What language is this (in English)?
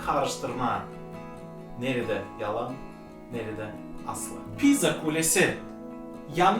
Gagauz